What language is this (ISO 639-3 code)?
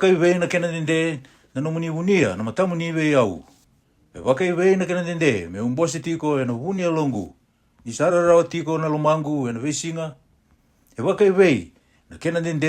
fij